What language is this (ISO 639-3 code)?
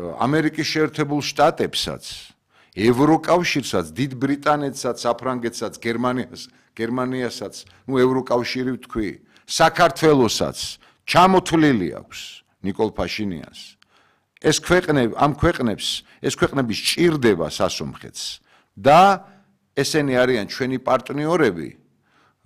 kat